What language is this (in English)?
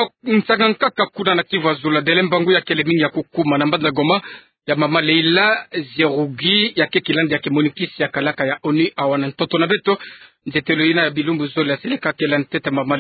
Kituba (Democratic Republic of Congo)